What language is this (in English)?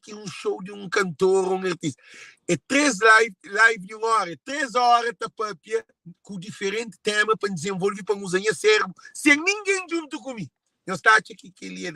Kabuverdianu